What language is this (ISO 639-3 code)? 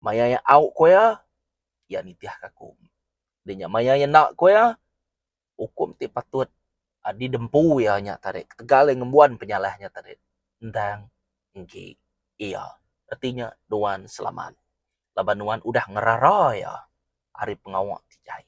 iba